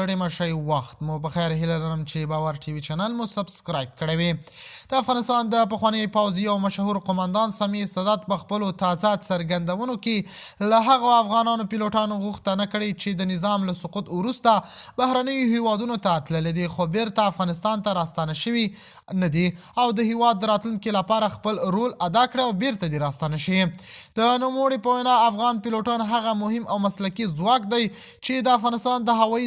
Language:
Pashto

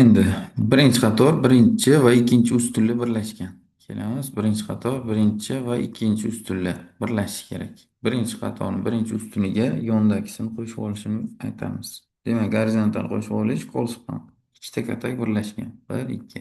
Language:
Uzbek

